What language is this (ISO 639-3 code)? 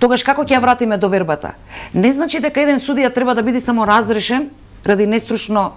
mkd